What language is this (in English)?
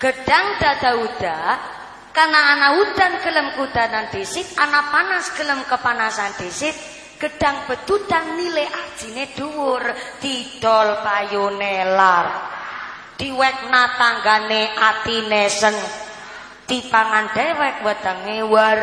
Javanese